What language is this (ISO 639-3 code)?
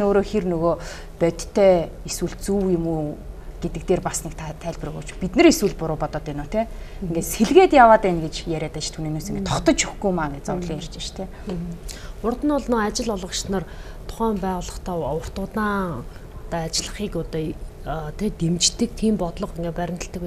mon